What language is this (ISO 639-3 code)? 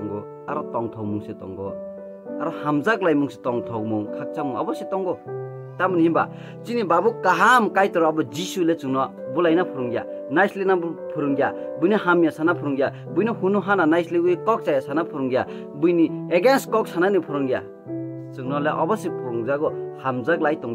trp